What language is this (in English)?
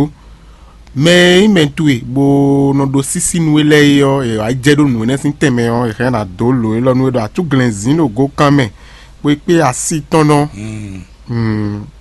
Fon